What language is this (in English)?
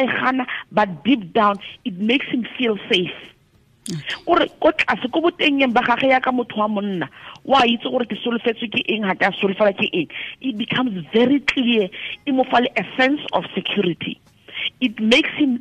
Tswana